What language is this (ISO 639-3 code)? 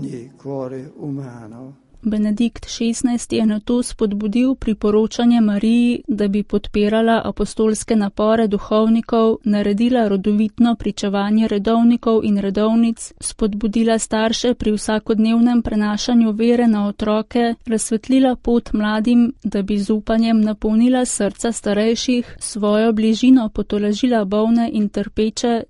slv